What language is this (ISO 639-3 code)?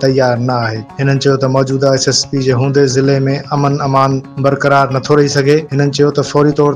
snd